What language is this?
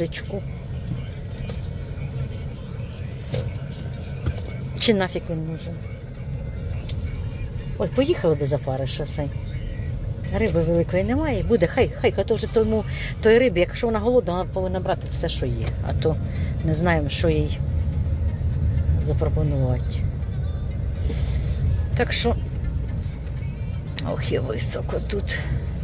Ukrainian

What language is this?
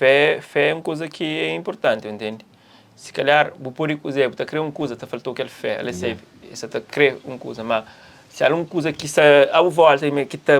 Kabuverdianu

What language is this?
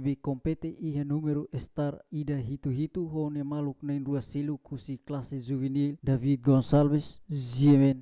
Tetum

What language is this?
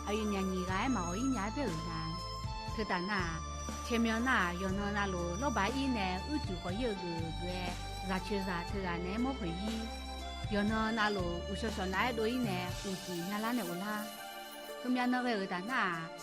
Akha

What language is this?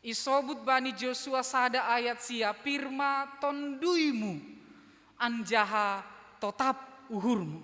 Batak Simalungun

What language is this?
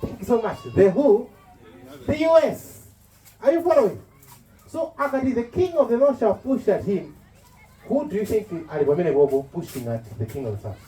Nyanja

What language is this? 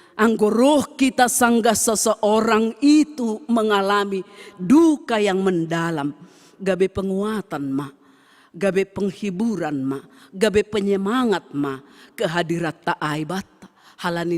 Batak Simalungun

